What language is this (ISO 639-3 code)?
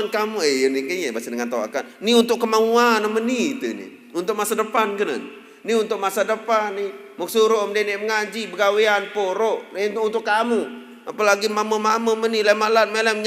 sas